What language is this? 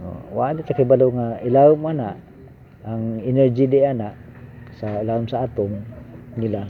Cebuano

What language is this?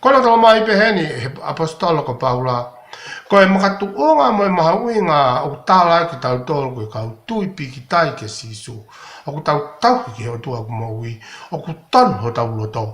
Tongan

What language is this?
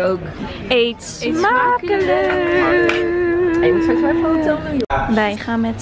Dutch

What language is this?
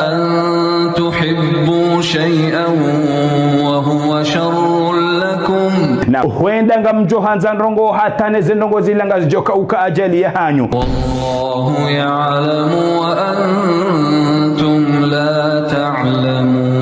Ngazidja Comorian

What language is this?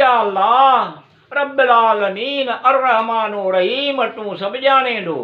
Sindhi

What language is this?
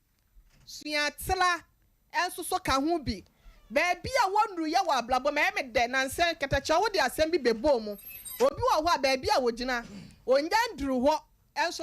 Akan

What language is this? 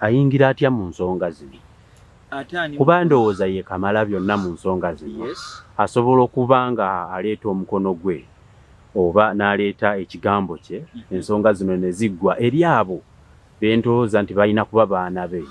Ganda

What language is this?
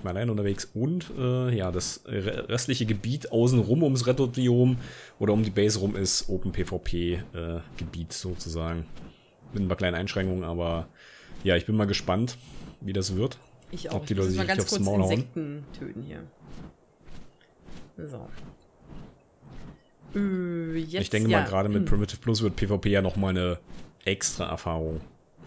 German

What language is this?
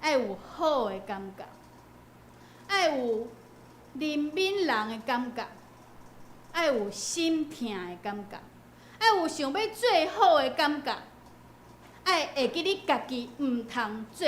Min Nan Chinese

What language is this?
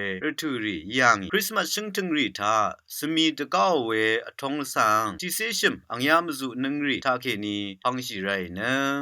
Rawang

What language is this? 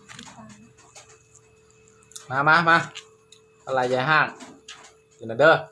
Lao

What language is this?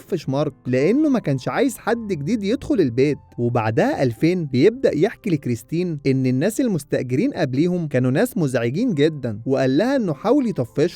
Egyptian Arabic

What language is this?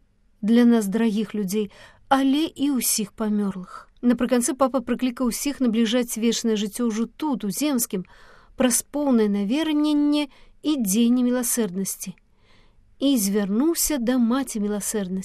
Belarusian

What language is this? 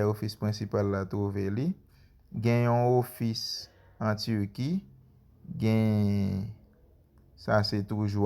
Haitian Creole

